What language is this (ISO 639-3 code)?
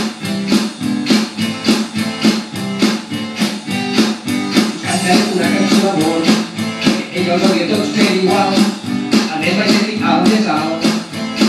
cat